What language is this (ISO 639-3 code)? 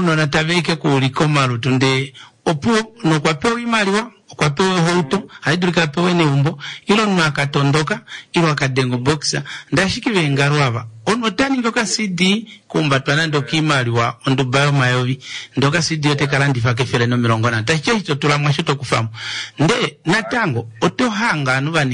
kua